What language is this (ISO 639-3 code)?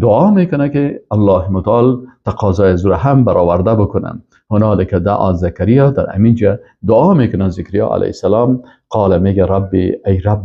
fas